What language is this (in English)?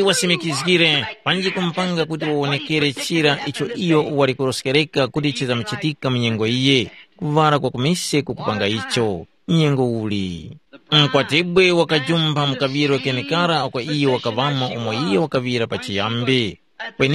Tumbuka